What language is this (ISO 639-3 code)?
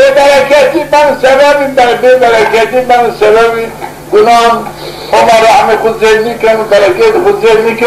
zza